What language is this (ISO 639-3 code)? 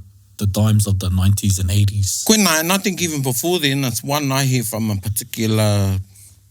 mri